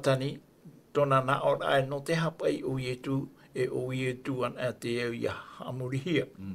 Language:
Tahitian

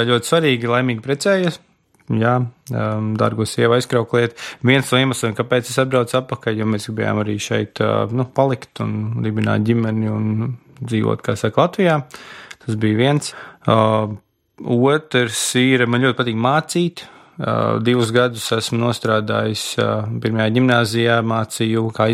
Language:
Latvian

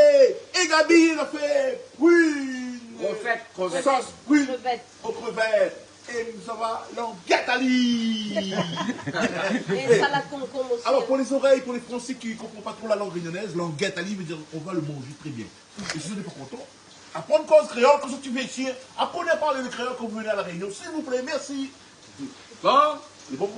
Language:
Réunion Creole French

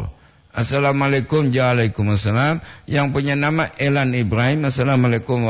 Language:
Gorontalo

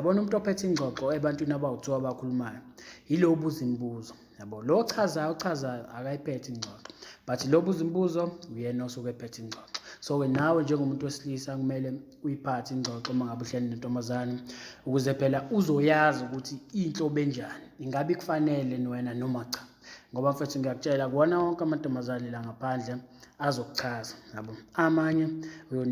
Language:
Zulu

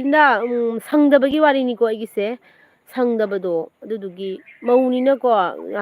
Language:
Manipuri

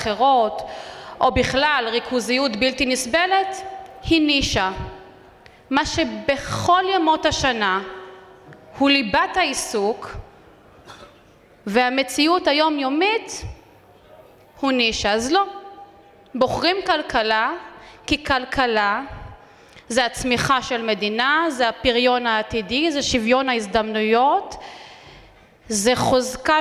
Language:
Hebrew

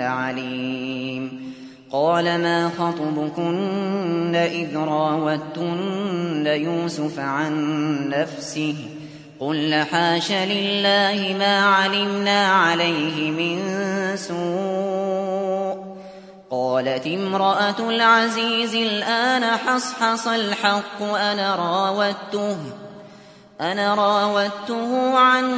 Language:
Arabic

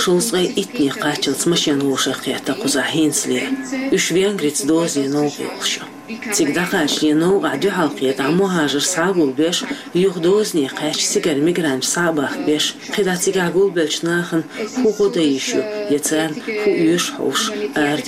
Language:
Chechen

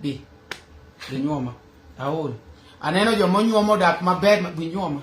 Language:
Luo (Kenya and Tanzania)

